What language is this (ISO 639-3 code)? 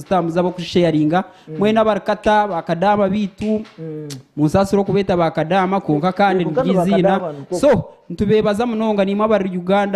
nyn